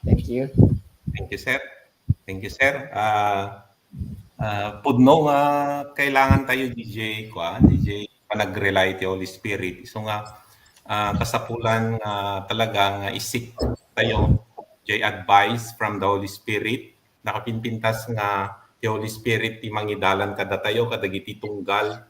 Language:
Iloko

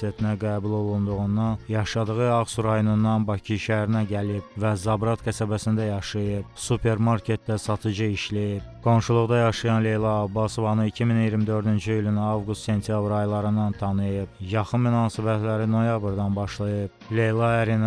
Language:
Azerbaijani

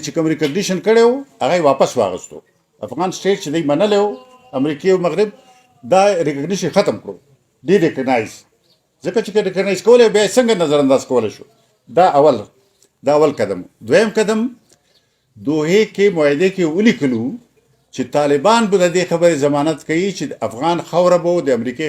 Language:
Pashto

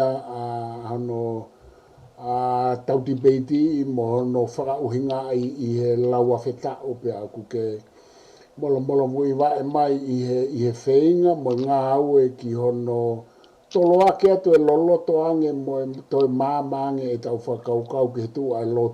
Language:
Tongan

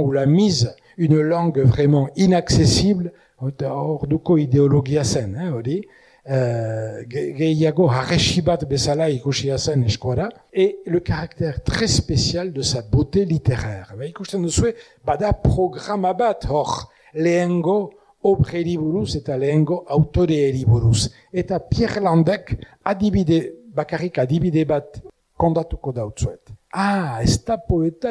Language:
Basque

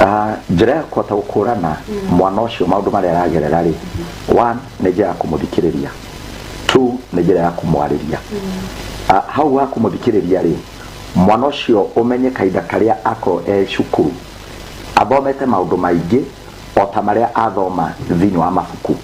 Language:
Kikuyu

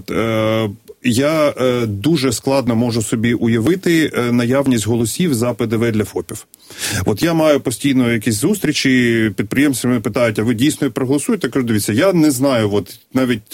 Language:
Ukrainian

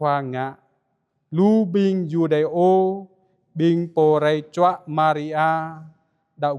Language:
Jarai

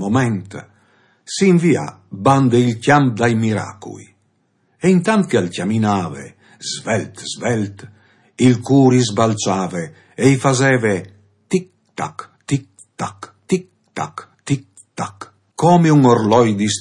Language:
Friulian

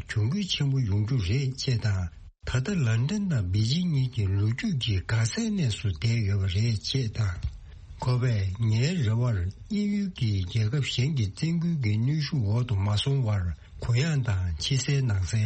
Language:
Tibetan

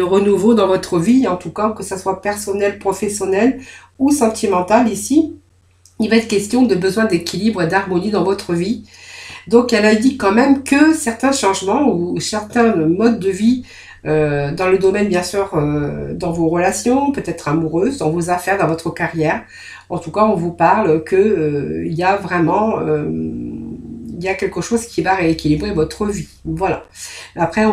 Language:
French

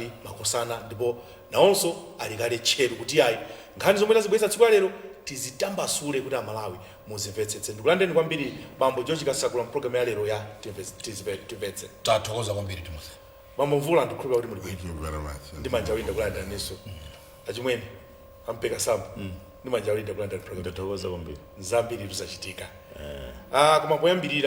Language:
Nyanja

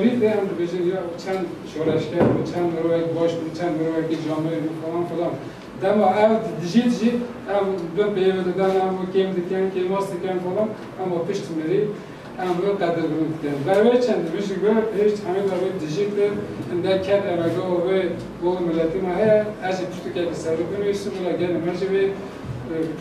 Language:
Kurdish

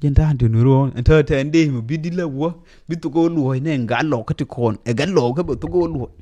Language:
Nuer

